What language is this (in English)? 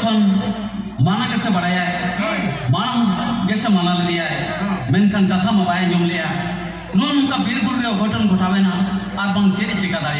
Santali